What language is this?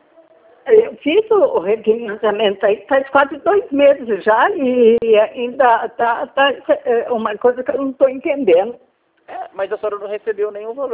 Portuguese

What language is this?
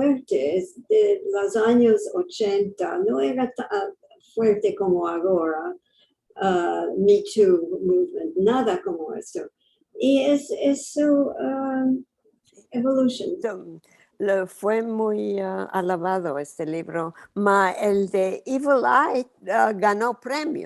Ladino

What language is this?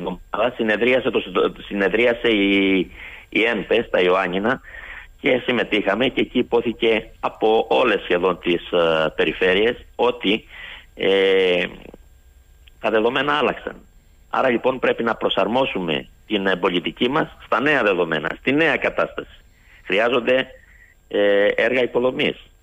Greek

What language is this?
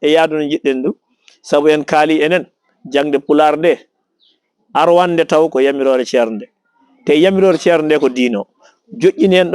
Fula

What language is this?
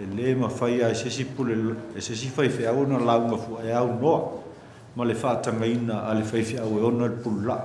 Samoan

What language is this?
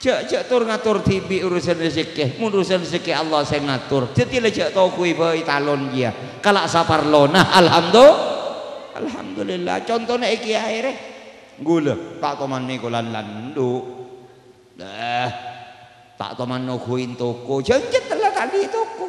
Madurese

